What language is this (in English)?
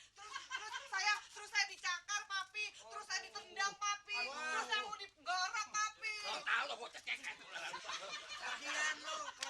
Betawi